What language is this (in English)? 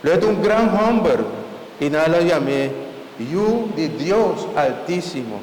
Papiamento